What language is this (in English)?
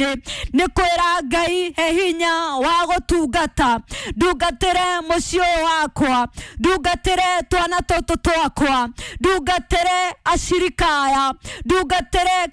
Kikuyu